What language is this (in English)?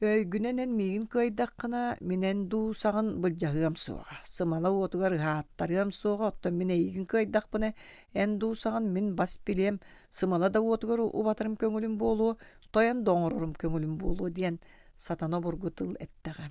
Yakut